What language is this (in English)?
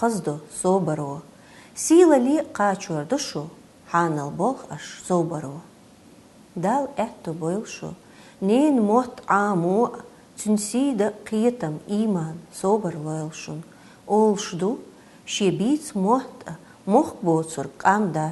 Chechen